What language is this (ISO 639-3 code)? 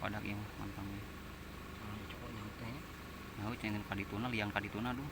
sun